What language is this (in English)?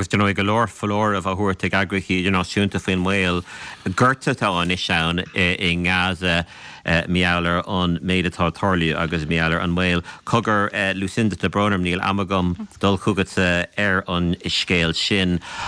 Irish